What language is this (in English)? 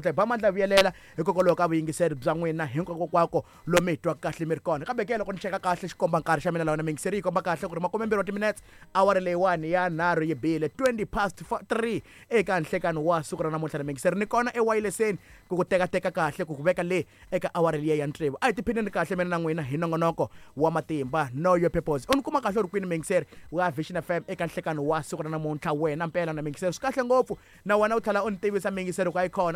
Tsonga